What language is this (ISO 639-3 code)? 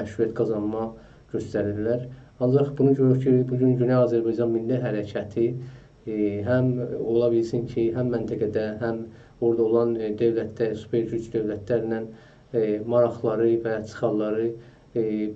azb